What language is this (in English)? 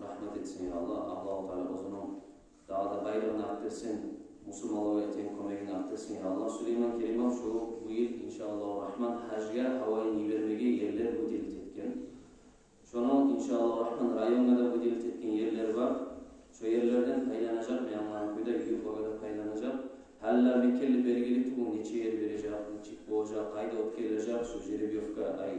Kumyk